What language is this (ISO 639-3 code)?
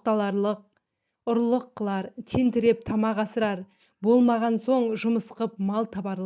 kaz